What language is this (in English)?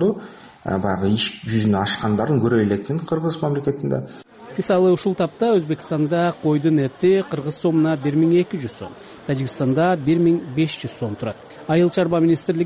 Kyrgyz